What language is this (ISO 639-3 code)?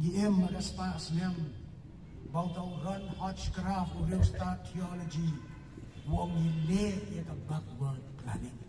kha